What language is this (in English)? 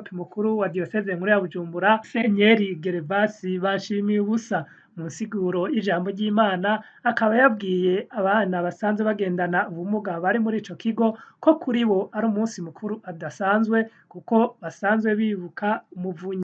Rundi